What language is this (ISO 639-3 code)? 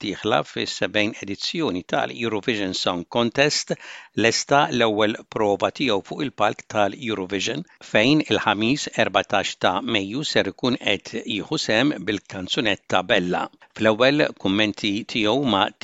mlt